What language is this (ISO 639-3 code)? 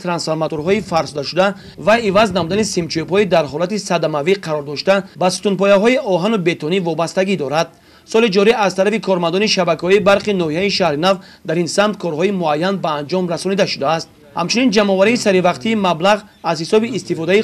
tgk